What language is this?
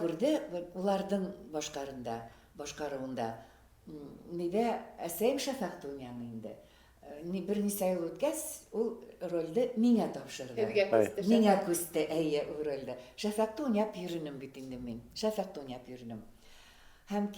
Bashkir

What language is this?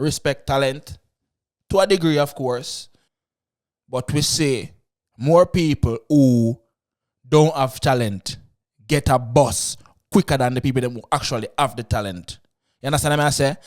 Jamaican Creole English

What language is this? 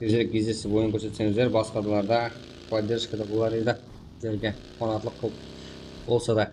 Kara-Kalpak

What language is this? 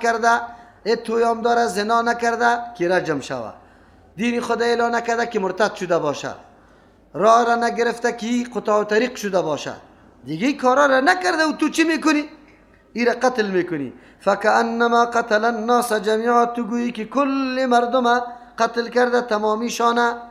Persian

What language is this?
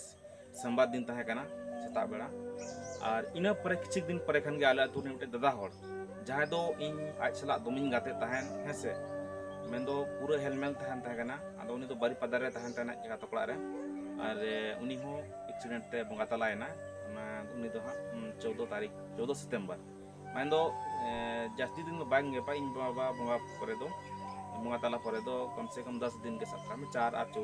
Santali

